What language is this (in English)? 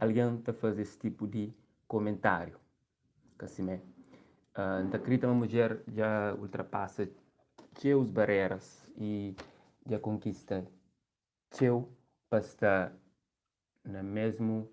Kabuverdianu